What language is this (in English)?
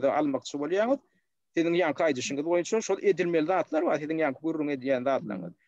Turkmen